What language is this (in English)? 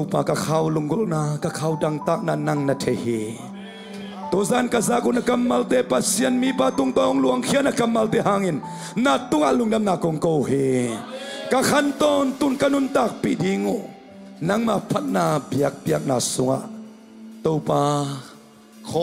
Tedim Chin